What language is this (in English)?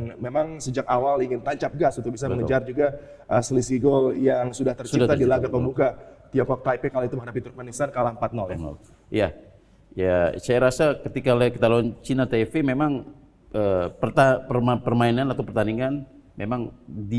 Indonesian